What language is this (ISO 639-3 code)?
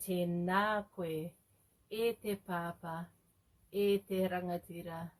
mri